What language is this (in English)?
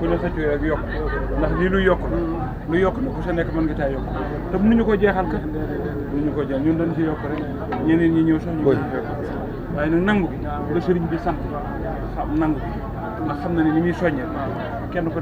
Wolof